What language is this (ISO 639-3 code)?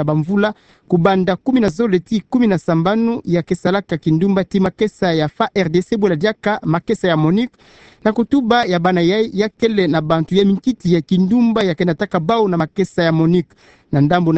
ktu